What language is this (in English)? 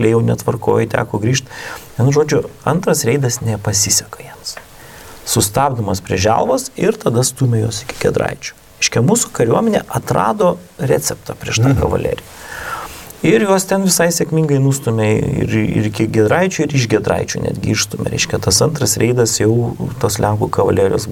Lithuanian